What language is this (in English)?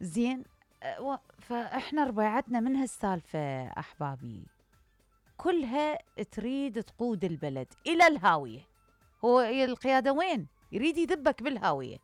Mesopotamian Arabic